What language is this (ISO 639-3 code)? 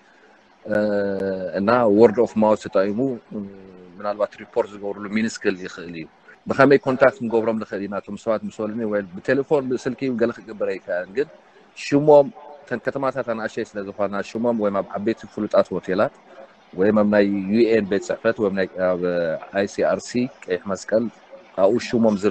tir